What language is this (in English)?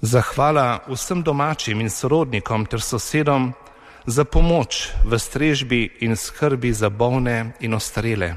Slovenian